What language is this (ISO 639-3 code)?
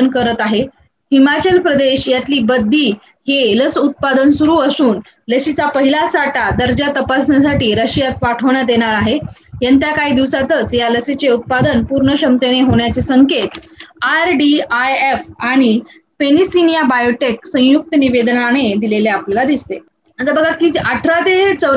mar